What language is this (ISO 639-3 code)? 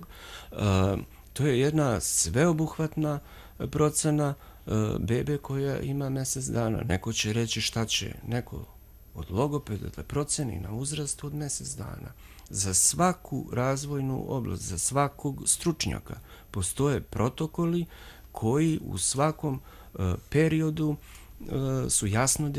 srp